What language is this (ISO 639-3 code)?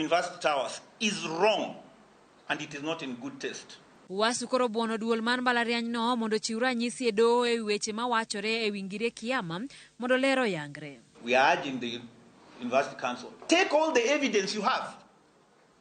luo